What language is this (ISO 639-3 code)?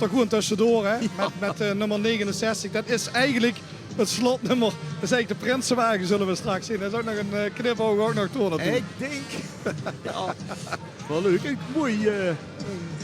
lim